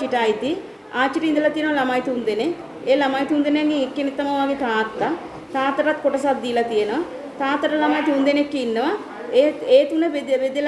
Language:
Sinhala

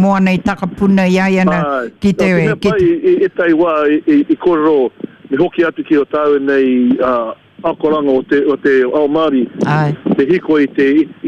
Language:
Māori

